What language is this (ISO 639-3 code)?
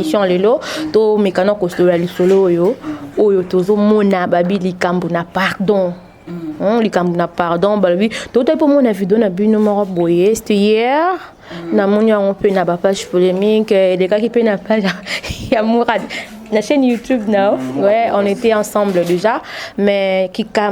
lin